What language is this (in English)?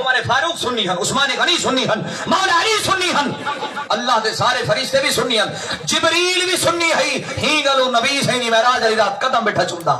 Saraiki